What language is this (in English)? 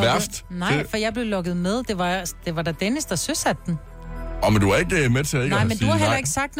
Danish